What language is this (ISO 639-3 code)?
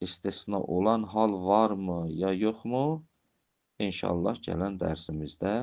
aze